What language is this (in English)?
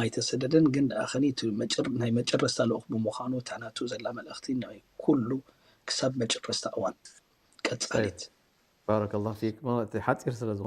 Tigrinya